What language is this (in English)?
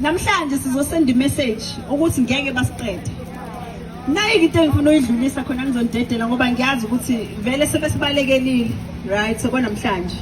Zulu